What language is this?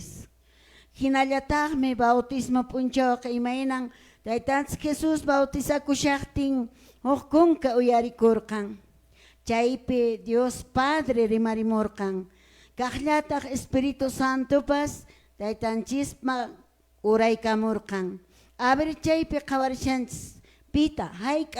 Quechua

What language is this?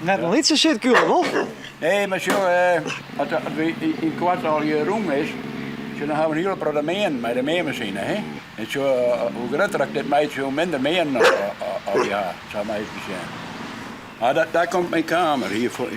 Western Frisian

